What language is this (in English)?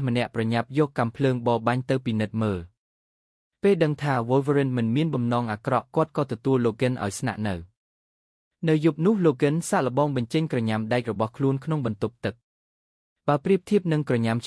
Khmer